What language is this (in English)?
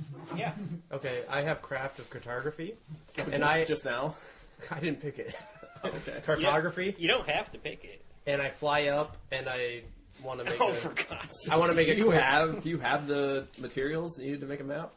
English